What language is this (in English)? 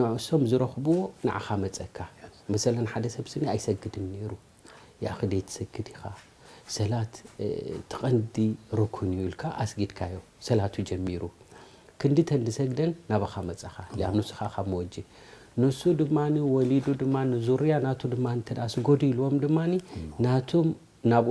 Tigrinya